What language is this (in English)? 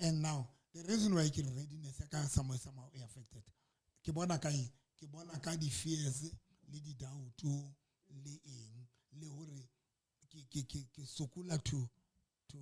Southern Sotho